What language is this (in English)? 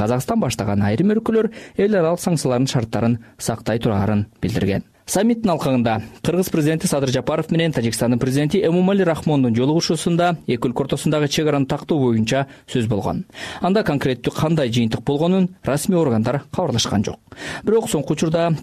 Kyrgyz